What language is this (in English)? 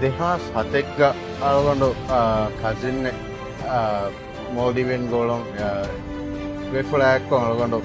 Divehi